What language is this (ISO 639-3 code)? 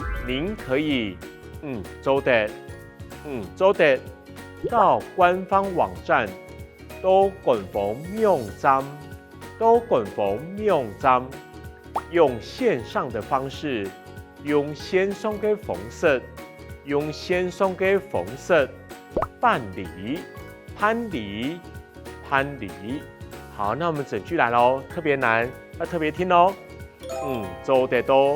hak